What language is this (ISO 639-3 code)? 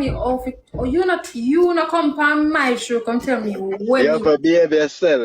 jam